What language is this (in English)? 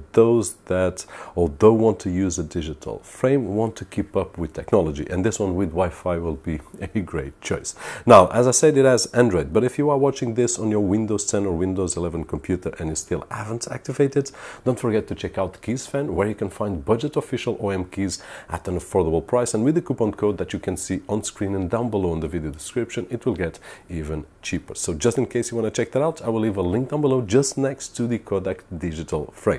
English